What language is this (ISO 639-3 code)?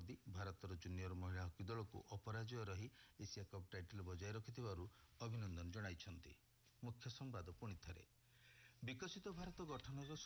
ori